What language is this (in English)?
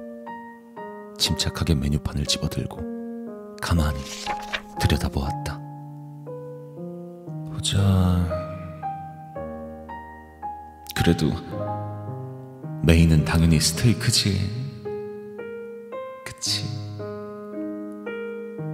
Korean